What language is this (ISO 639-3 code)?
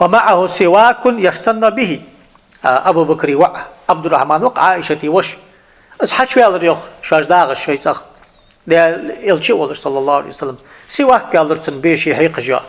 inh